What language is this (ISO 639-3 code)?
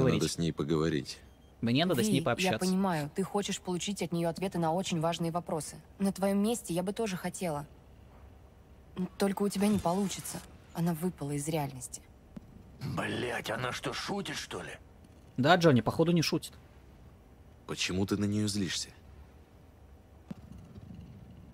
rus